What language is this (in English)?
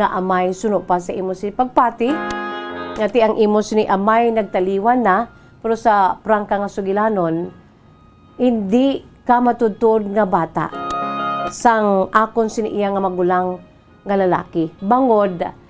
Hiligaynon